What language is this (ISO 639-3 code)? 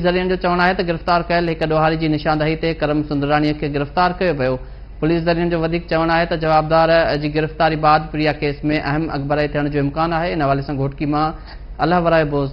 snd